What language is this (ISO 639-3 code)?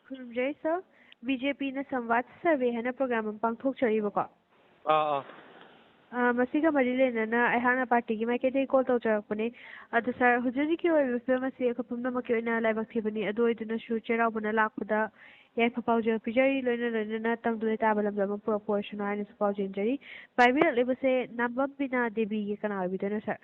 mni